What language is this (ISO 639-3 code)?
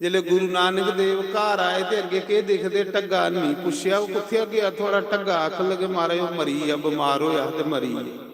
doi